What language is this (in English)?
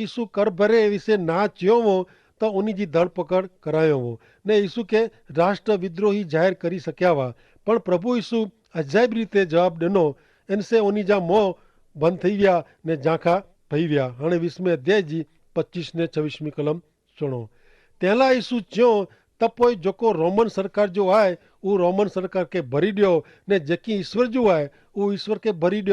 Kachhi